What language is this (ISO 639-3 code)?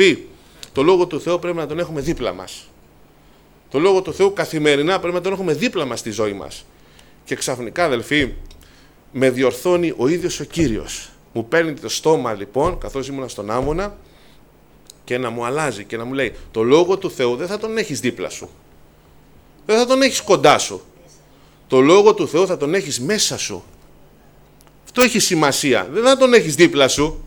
ell